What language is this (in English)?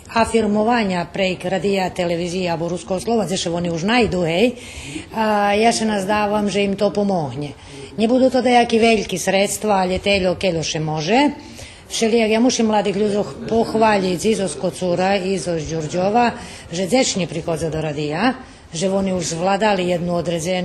Rusyn